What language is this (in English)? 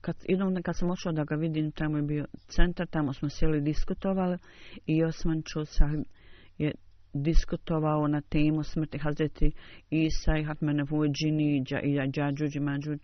Bosnian